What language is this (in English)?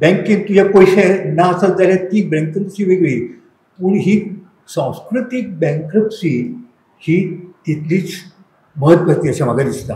Konkani